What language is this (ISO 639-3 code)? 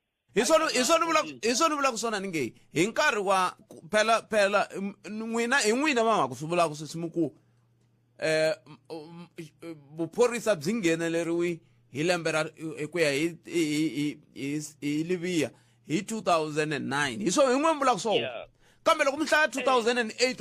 tso